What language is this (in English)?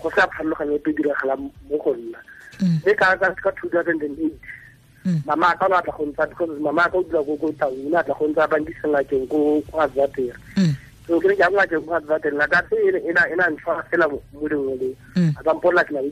Tswana